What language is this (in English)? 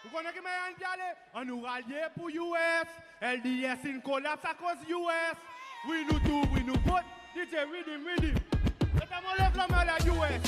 Seselwa Creole French